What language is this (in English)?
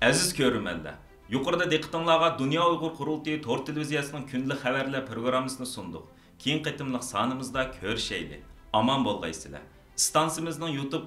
Uyghur